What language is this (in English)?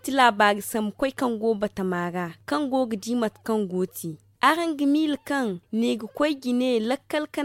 Zarma